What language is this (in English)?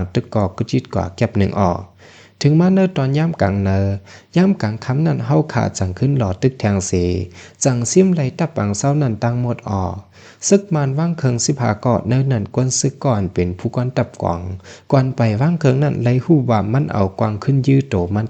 Shan